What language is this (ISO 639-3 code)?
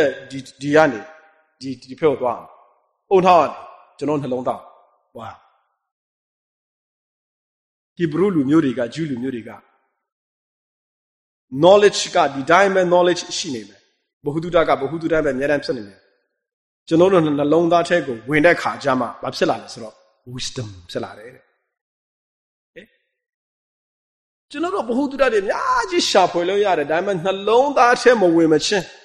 mya